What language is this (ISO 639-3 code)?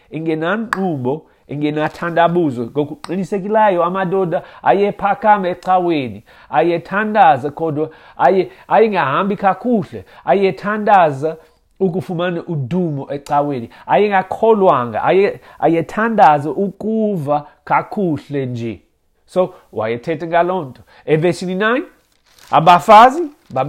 xho